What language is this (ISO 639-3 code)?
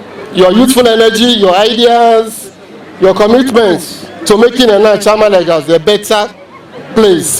ibo